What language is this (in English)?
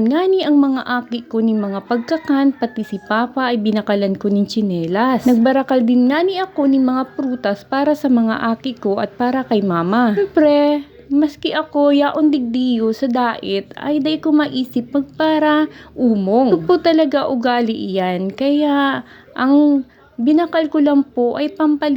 Bikol